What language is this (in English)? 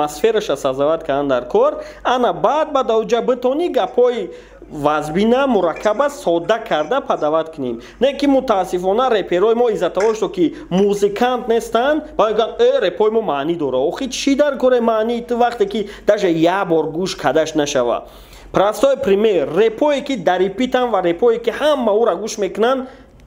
Tajik